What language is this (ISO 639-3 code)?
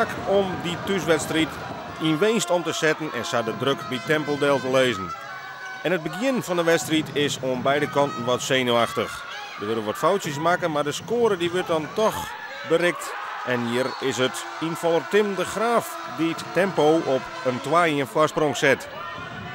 fry